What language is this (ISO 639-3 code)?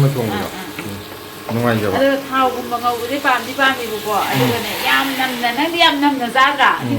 mni